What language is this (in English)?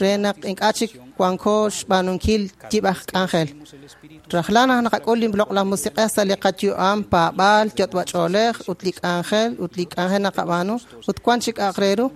Kekchí